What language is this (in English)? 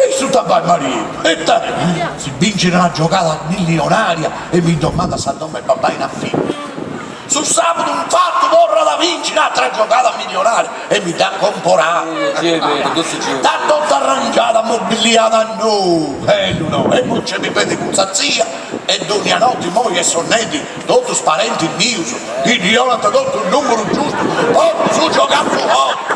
Sardinian